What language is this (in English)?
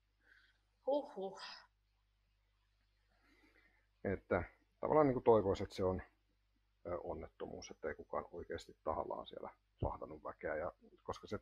Finnish